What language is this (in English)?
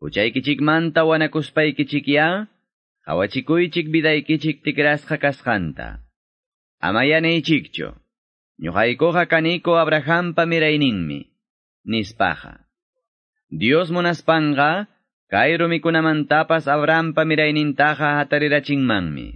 Quechua